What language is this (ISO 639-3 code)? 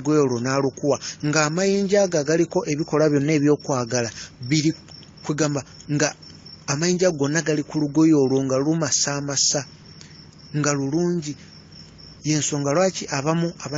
lug